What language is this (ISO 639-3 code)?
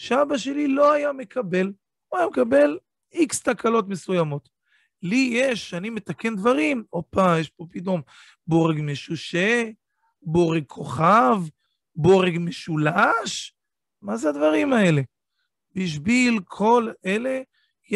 heb